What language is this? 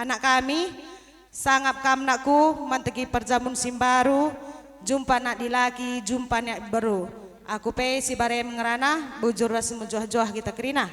Batak Karo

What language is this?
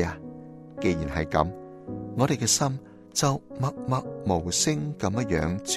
Cantonese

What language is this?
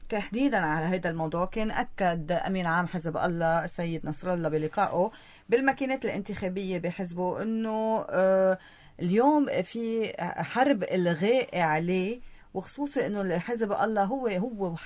North Levantine Arabic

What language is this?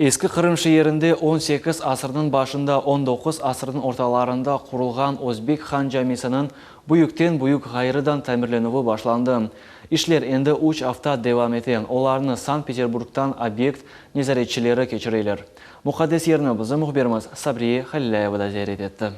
Crimean Tatar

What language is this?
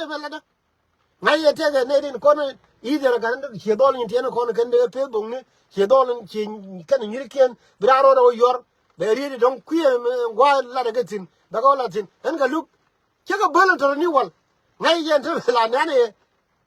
Nuer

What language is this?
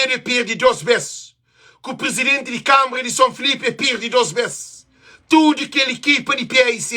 Kabuverdianu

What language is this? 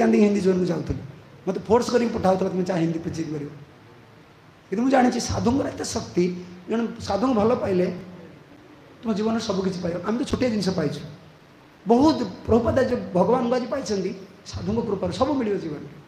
Odia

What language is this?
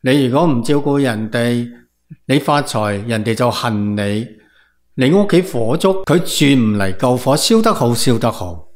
Cantonese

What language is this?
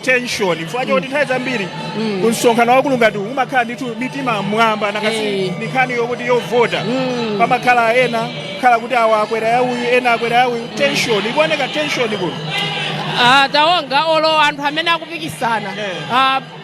Nyanja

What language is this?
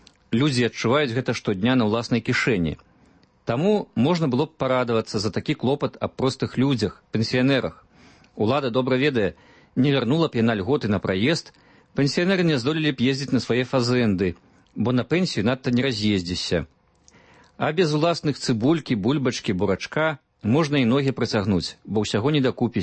Belarusian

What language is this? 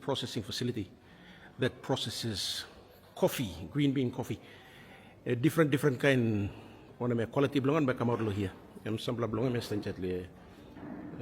Tok Pisin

